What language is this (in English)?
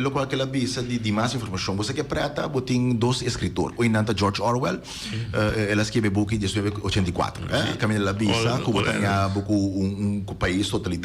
Papiamento